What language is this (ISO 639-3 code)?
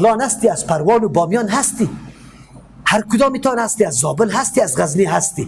fas